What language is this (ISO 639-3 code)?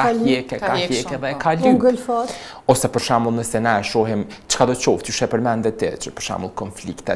sqi